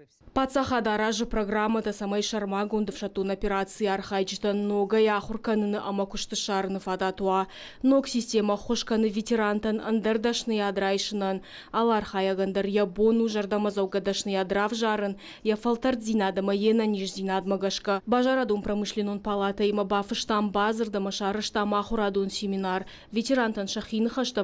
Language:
Ossetic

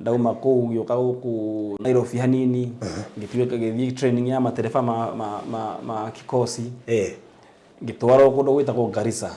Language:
Kikuyu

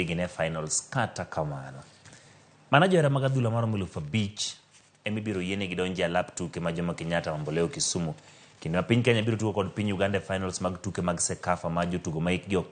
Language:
Luo (Kenya and Tanzania)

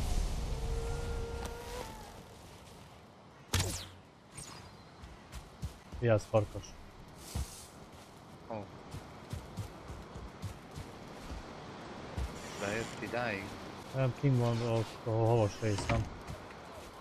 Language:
Hungarian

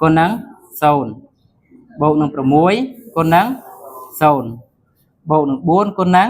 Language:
Khmer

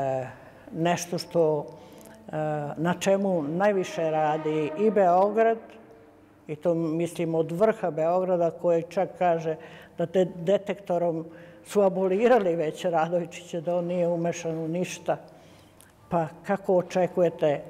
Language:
Serbian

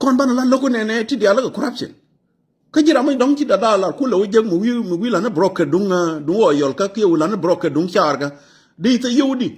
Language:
Nuer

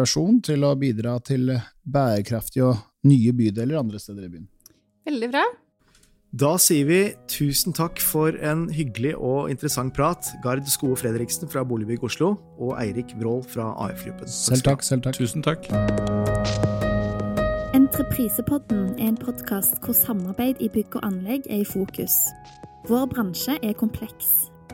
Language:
Norwegian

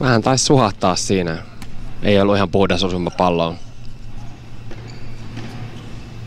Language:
Finnish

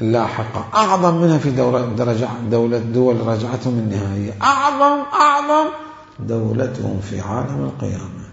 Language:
Mesopotamian Arabic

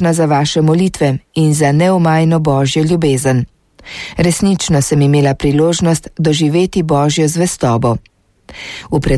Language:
Slovenian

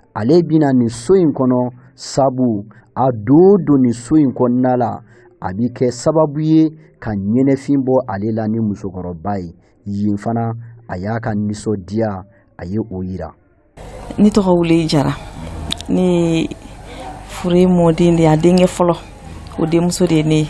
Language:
Bambara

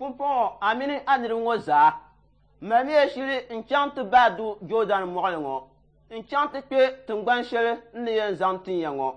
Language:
Dagbani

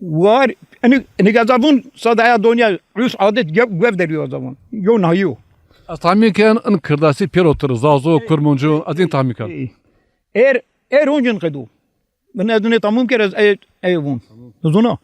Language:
Zaza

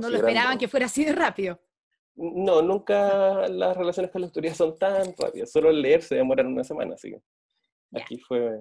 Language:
Spanish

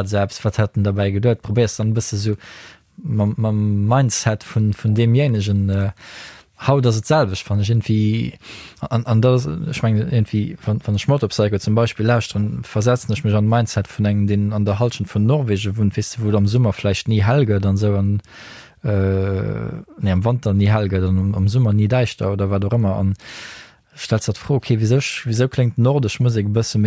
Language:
Luxembourgish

